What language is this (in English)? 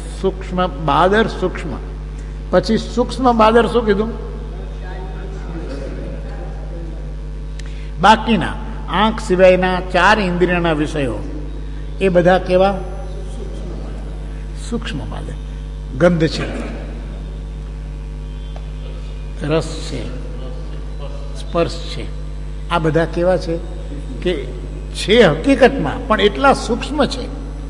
Gujarati